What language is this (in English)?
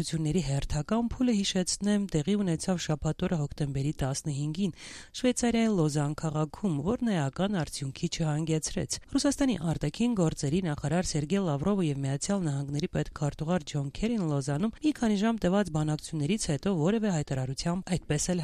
Armenian